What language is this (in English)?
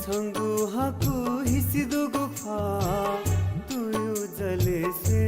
Newari